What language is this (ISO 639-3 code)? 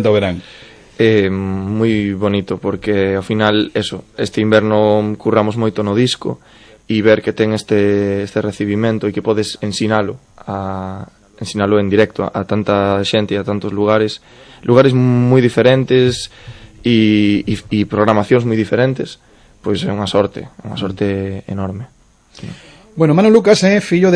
glg